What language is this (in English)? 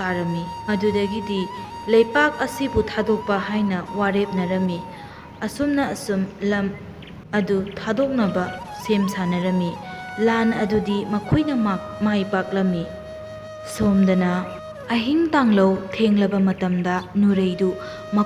Manipuri